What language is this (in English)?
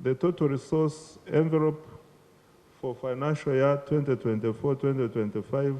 Nyankole